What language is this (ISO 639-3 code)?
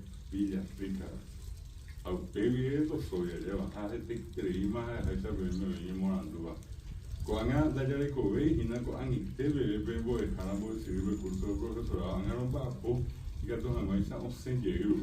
grn